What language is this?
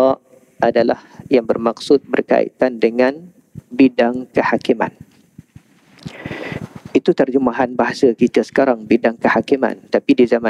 Malay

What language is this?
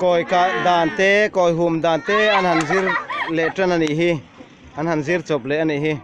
Mizo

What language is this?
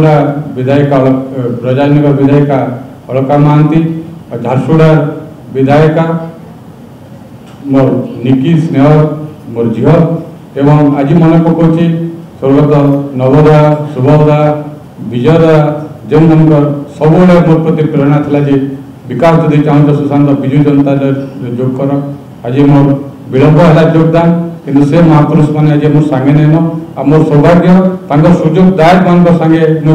Odia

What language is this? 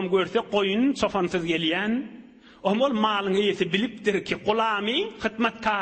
Turkmen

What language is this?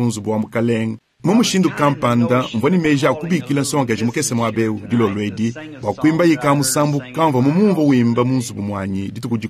Luba-Lulua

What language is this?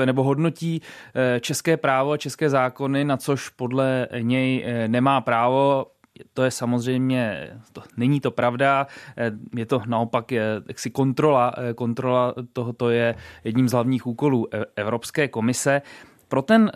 Czech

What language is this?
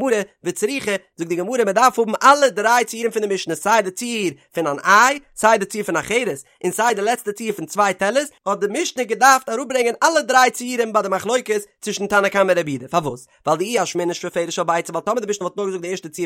Yiddish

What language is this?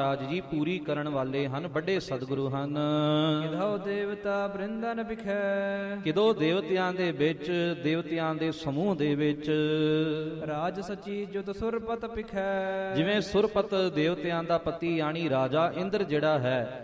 Punjabi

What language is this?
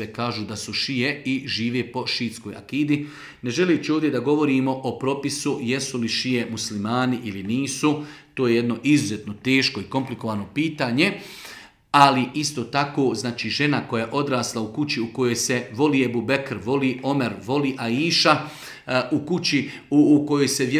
Bosnian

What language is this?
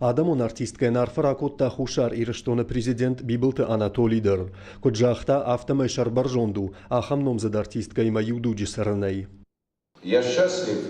Ossetic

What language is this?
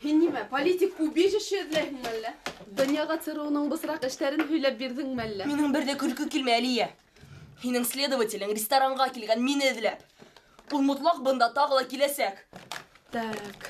Bashkir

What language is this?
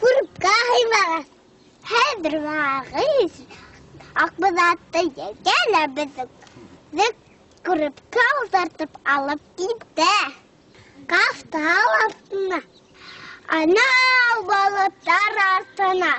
Bashkir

